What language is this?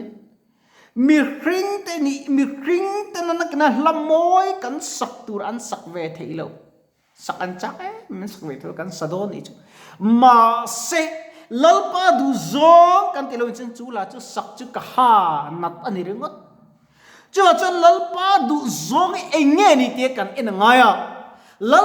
Mizo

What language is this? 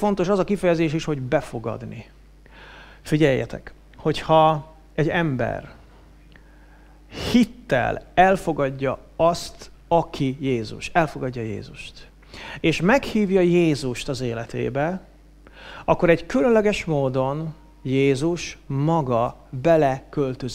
Hungarian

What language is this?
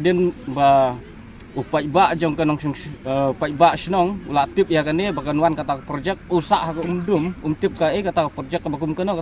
Khasi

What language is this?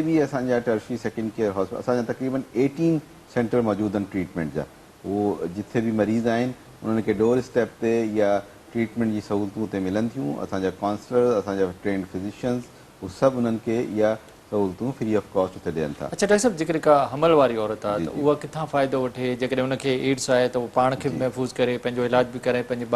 Sindhi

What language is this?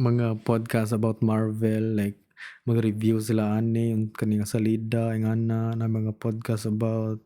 Cebuano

